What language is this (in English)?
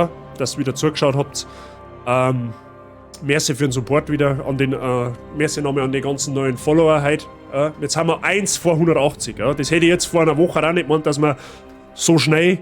Bavarian